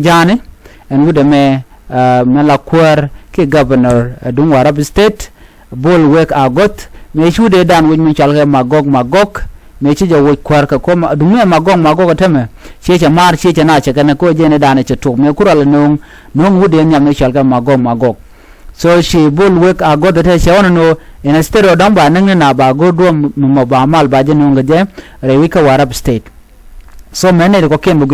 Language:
Nuer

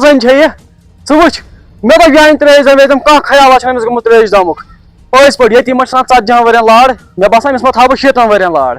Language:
Kashmiri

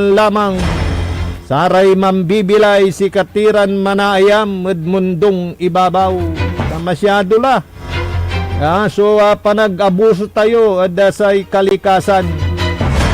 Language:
Pangasinan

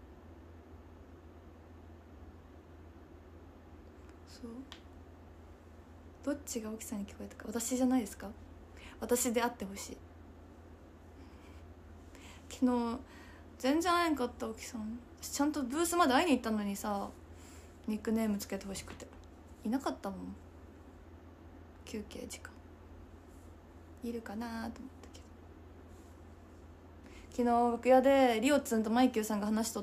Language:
Japanese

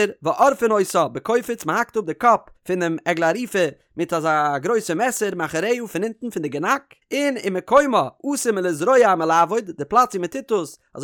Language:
Yiddish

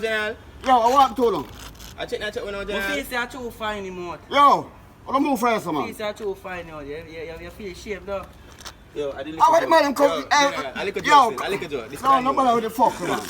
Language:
Jamaican Creole English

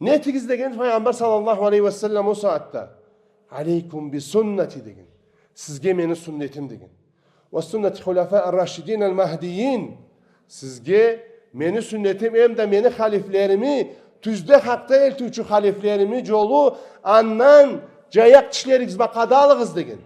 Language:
Karachay-Balkar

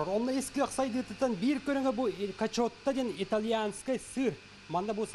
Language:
Yakut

